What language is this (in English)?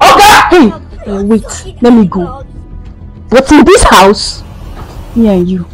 Nigerian Pidgin